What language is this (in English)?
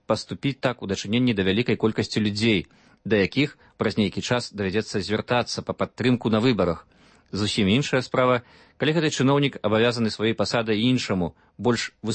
Belarusian